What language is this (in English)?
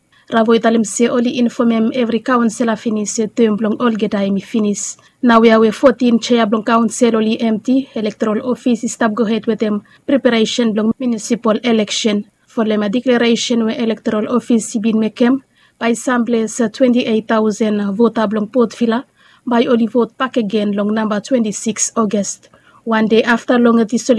Bislama